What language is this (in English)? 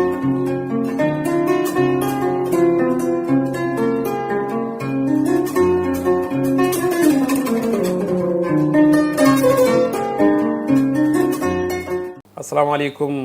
Fula